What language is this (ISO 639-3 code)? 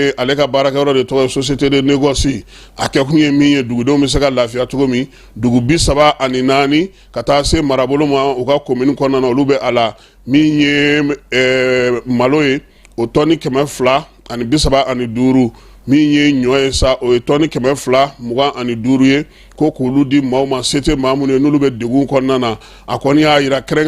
bam